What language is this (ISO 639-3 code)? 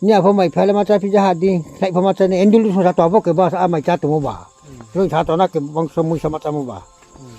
ria